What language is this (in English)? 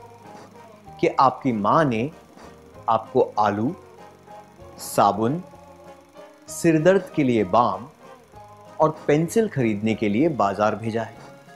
Hindi